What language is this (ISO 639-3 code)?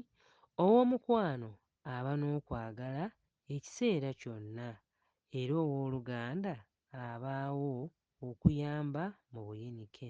lug